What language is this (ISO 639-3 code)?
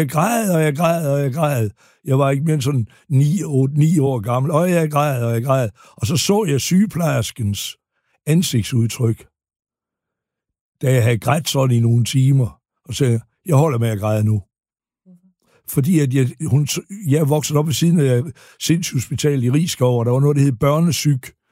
dan